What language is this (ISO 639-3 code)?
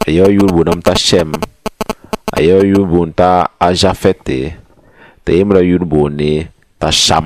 mos